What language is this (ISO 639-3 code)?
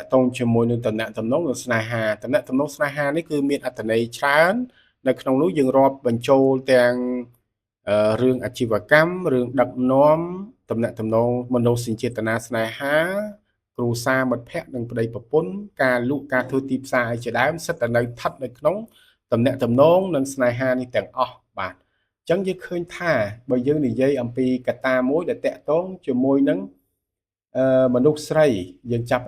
khm